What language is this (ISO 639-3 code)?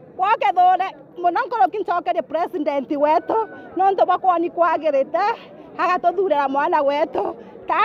mer